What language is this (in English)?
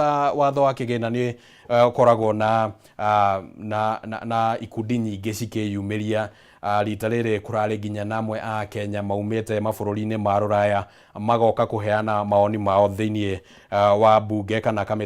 Kikuyu